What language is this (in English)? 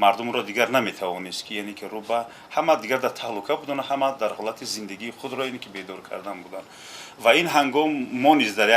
Tajik